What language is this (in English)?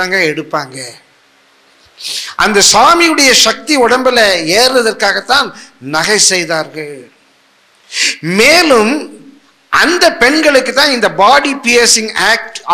Tamil